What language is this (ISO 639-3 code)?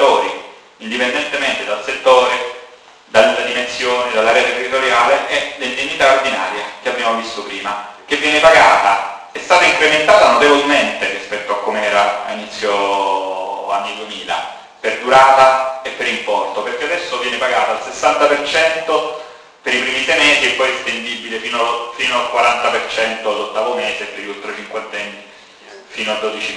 ita